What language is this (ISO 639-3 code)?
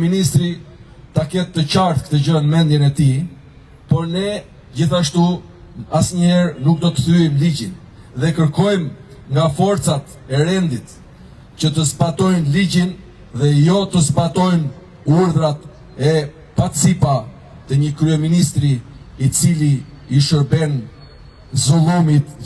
sqi